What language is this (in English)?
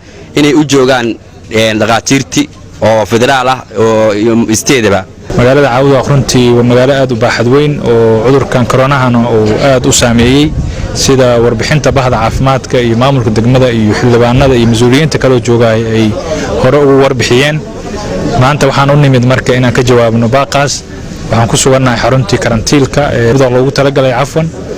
Somali